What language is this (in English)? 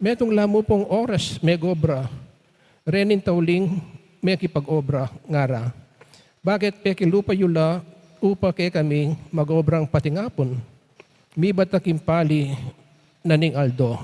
Pampanga